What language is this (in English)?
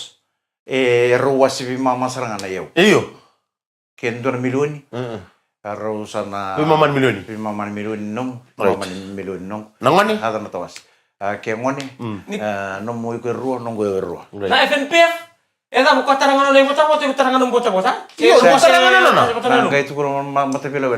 Fijian